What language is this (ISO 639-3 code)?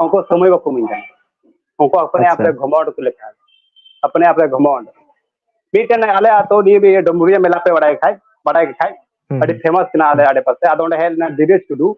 sat